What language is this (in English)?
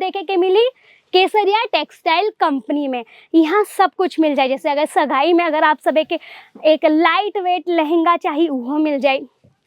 Bhojpuri